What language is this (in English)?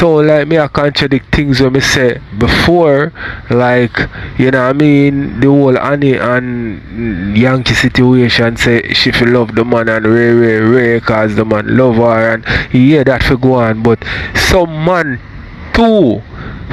Jamaican Creole English